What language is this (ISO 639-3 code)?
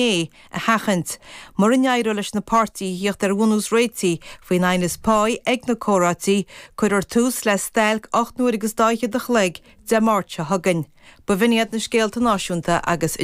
gle